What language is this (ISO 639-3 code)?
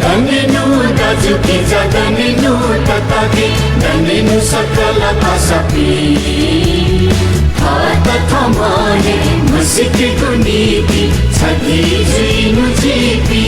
new